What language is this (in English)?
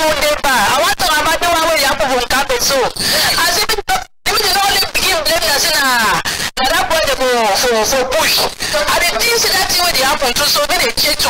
Cameroon Pidgin